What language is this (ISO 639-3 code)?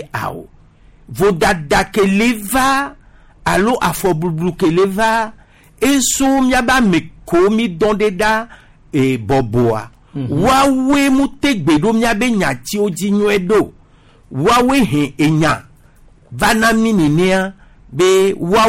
gej